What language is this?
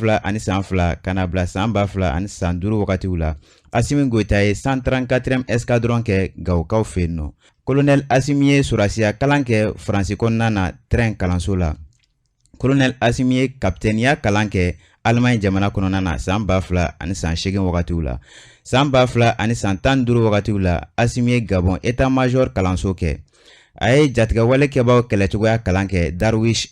Bambara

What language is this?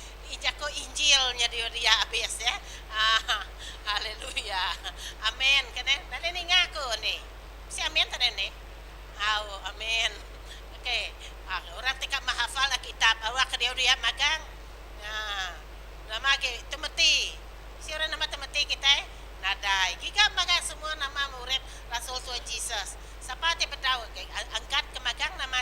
Iban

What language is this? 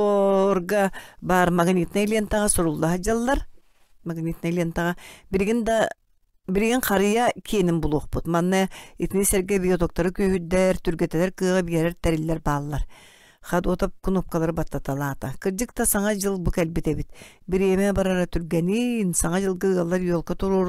Yakut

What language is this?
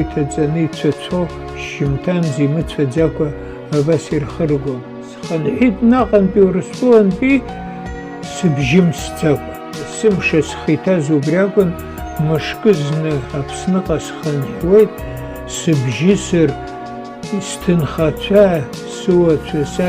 Abkhazian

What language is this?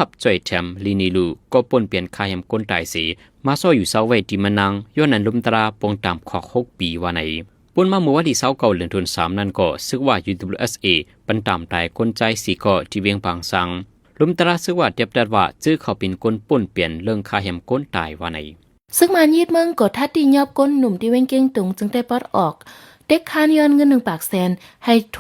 Shan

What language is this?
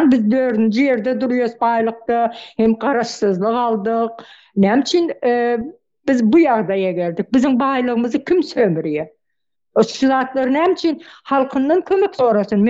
Turkmen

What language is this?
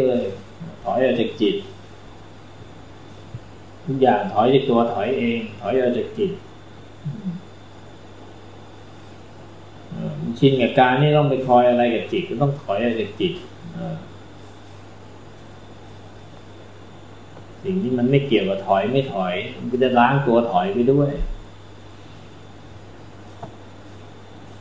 Thai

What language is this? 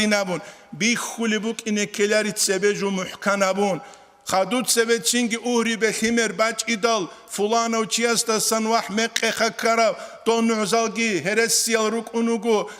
Avaric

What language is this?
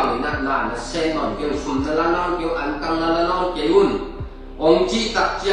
Tedim Chin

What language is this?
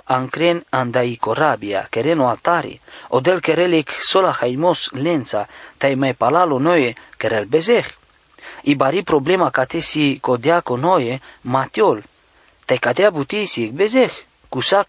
Romany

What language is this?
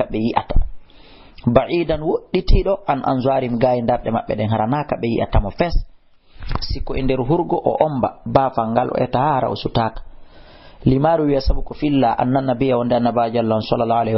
Fula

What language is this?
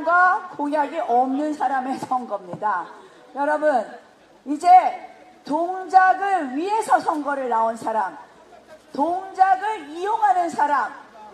Korean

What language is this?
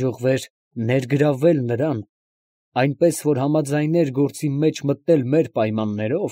Armenian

